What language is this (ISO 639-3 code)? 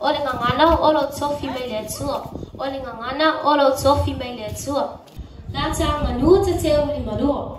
smo